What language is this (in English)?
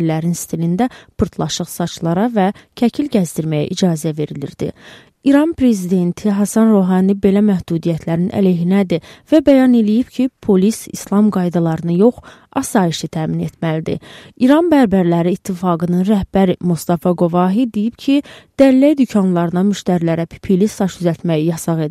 Azerbaijani